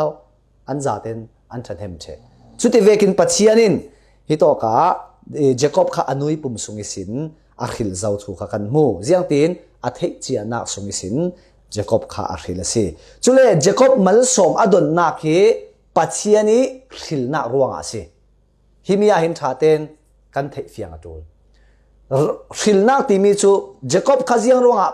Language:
Falam Chin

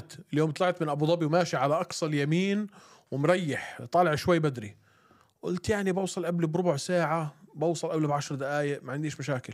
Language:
North Levantine Arabic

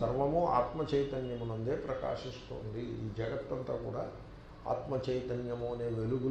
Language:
Telugu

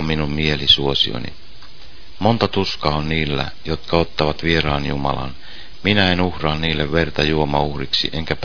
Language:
Finnish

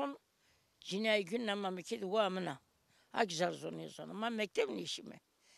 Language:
Zaza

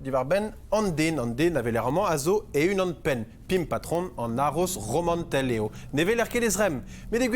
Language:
Breton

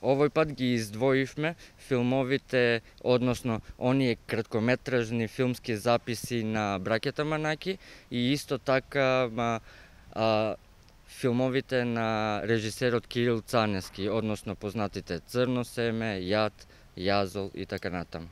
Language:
Macedonian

